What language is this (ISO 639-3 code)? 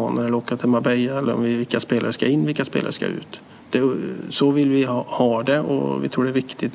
swe